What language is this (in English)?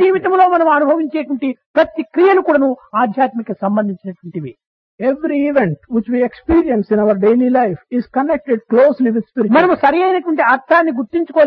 Telugu